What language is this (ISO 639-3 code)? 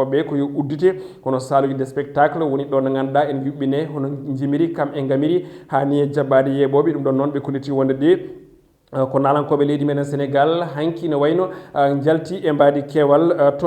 ful